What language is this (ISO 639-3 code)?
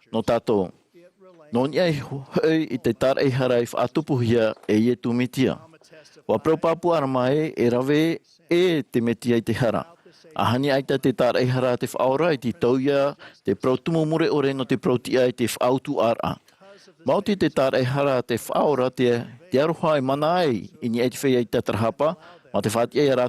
tah